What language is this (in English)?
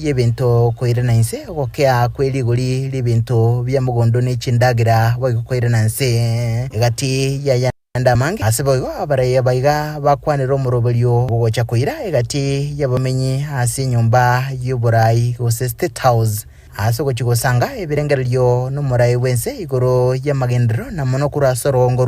Gusii